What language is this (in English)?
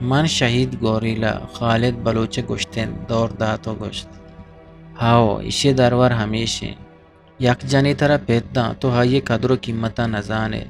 Eastern Balochi